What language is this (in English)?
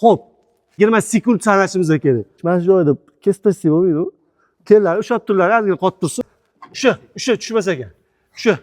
Uzbek